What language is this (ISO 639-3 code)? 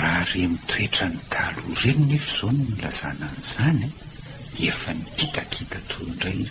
mlg